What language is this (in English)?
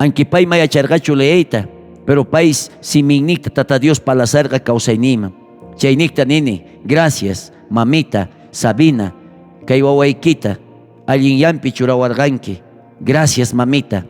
South Bolivian Quechua